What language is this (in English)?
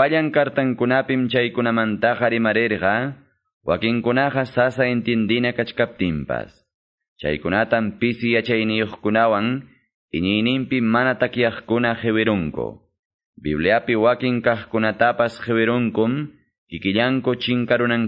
Quechua